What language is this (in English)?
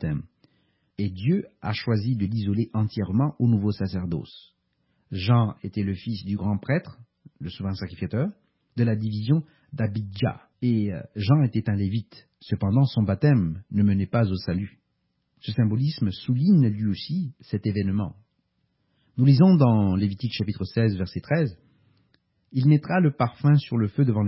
French